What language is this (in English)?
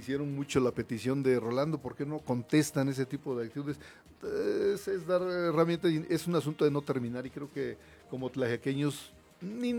Spanish